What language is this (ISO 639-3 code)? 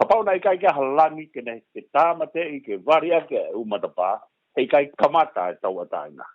ton